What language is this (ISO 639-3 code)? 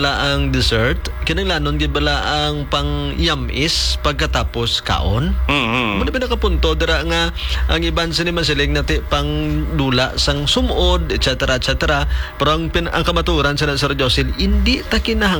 hil